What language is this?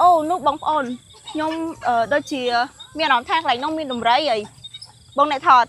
Khmer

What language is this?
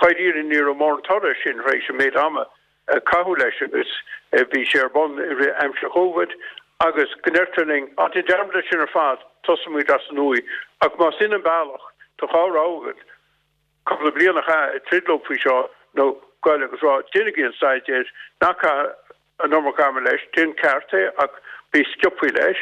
Irish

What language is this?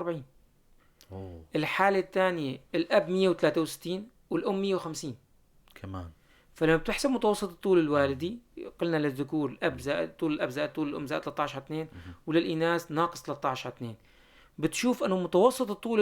North Levantine Arabic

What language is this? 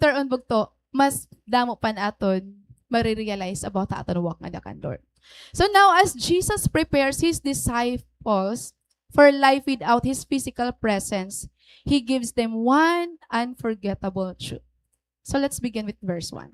Waray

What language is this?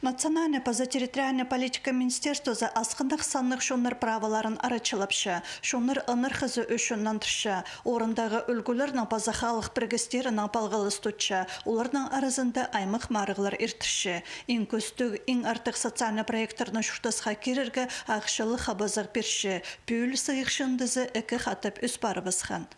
Khakas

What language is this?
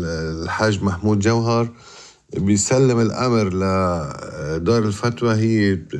North Levantine Arabic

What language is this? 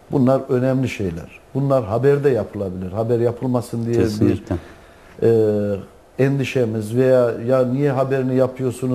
Turkish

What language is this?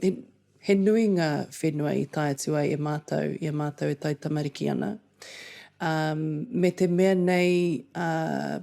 Māori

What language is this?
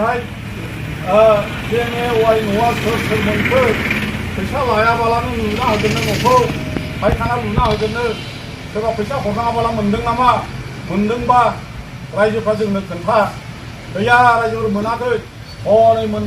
Bodo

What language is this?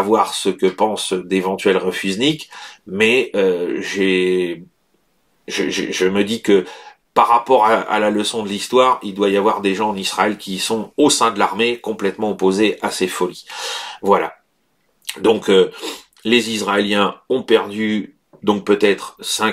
French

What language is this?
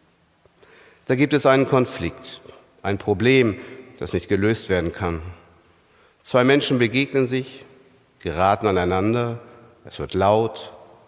German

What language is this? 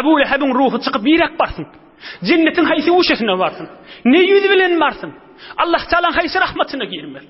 Turkmen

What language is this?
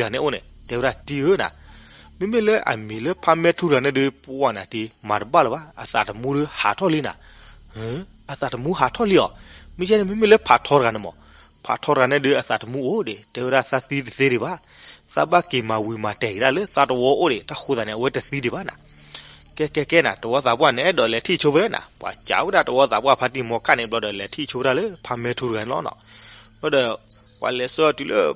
S'gaw Karen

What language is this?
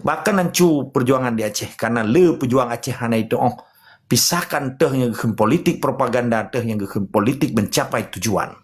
Achinese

